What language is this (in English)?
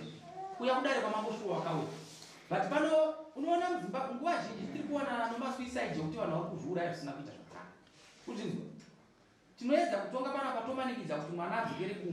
Shona